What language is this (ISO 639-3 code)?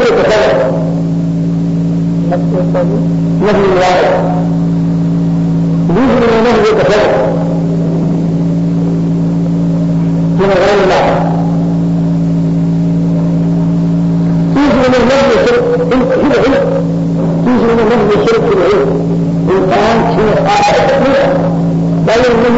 urd